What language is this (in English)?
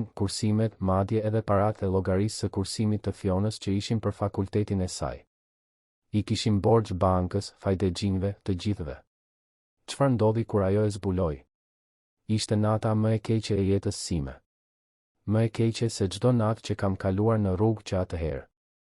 Albanian